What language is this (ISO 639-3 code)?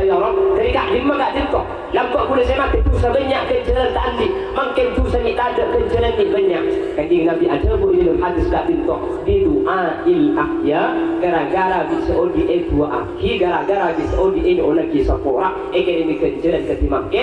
mad